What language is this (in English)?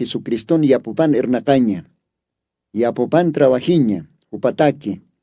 Aymara